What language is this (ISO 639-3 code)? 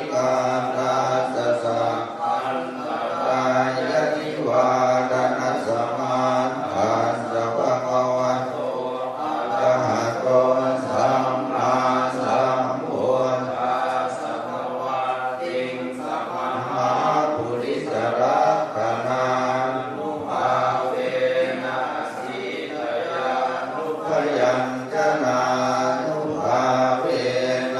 pli